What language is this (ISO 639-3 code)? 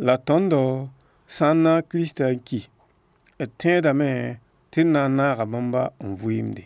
mos